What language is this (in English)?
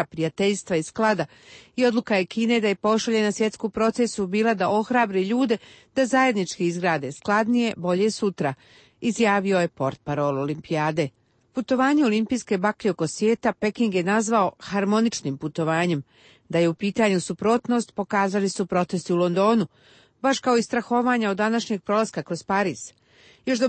Serbian